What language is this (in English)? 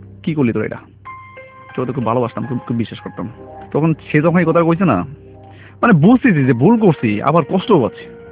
Bangla